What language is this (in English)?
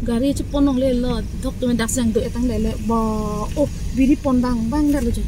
Karbi